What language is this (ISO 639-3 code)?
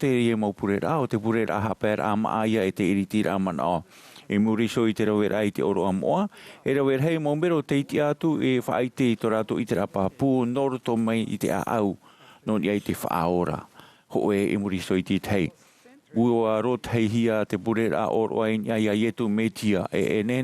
tah